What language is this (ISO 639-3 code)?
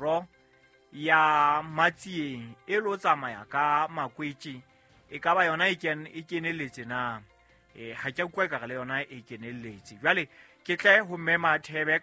sot